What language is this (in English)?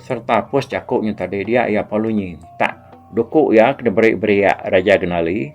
Iban